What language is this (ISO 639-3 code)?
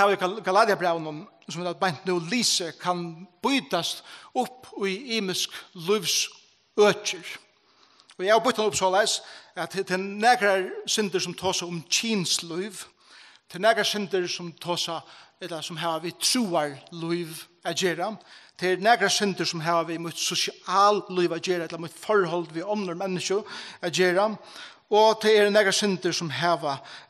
fao